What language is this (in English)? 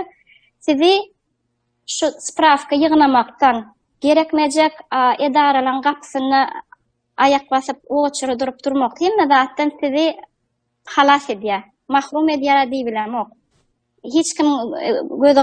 Turkmen